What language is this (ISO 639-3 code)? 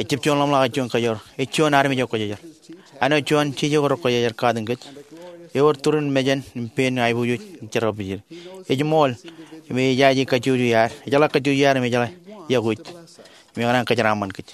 mah